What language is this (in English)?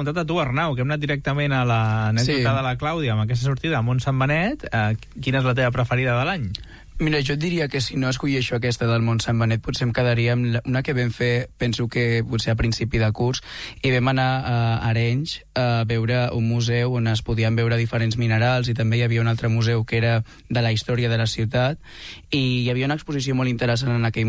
Catalan